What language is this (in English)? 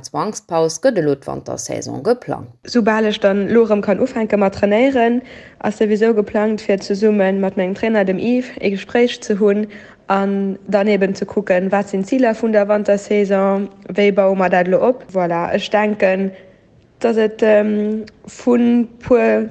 Luxembourgish